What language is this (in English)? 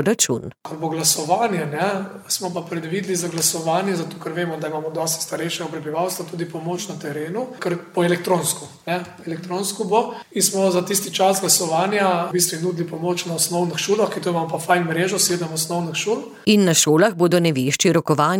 Slovenian